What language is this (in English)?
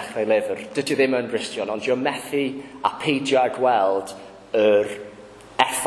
Welsh